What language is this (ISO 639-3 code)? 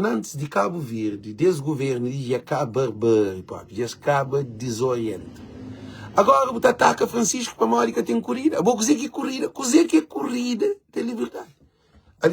kea